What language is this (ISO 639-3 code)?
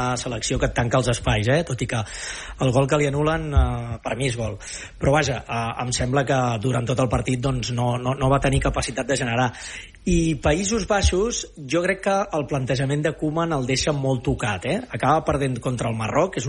cat